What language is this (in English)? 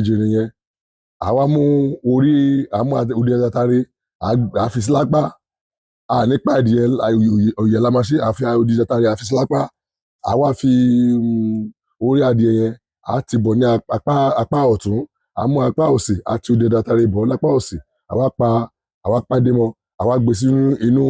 Yoruba